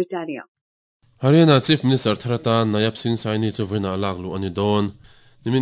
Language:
Mizo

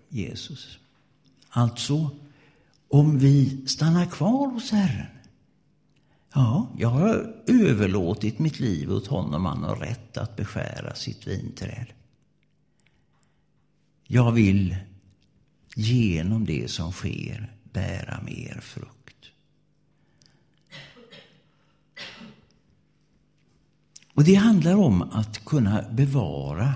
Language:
Swedish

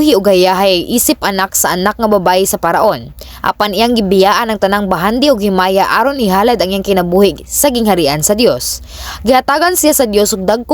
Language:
Cebuano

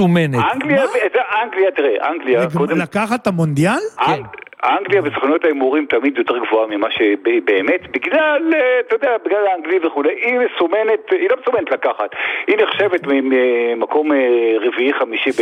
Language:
Hebrew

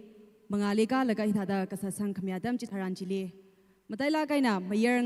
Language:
Tangkhul Naga (India)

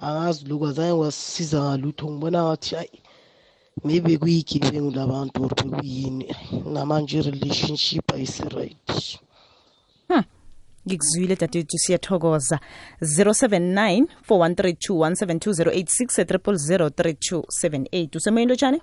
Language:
South Ndebele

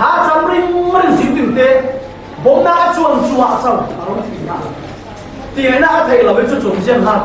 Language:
Falam Chin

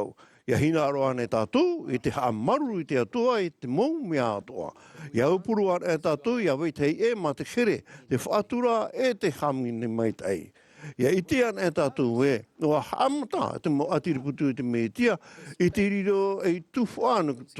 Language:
Tahitian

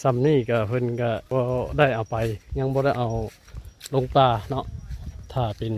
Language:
Northeastern Thai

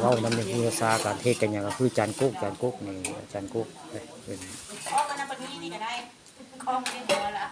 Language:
Northeastern Thai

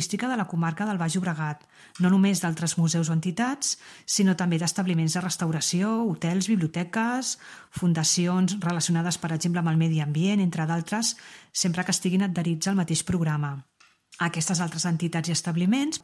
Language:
Catalan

